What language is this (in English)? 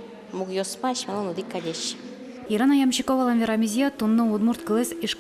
Udmurt